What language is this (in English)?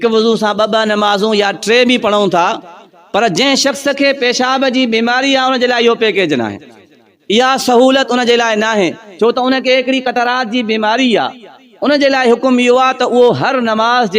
Sindhi